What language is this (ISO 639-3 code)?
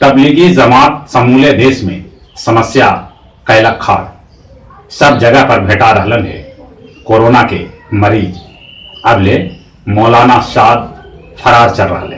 mag